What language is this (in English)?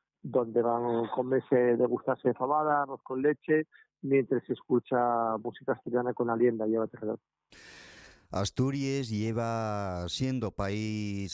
Spanish